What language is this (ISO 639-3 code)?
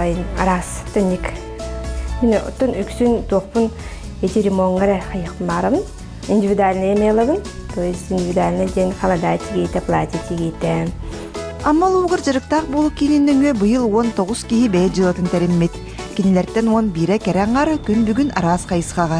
sah